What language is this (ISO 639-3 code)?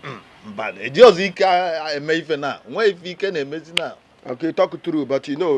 pcm